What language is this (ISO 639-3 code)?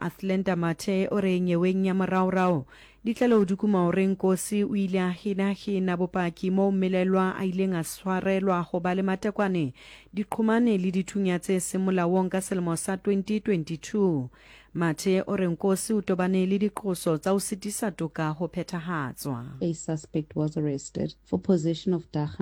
sot